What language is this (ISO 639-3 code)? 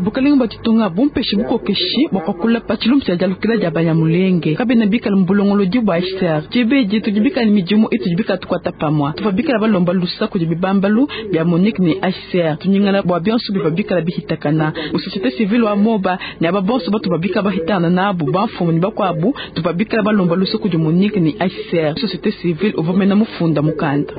lua